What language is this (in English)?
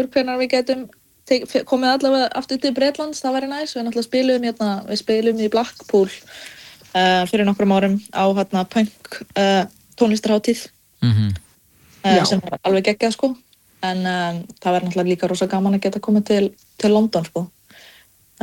Icelandic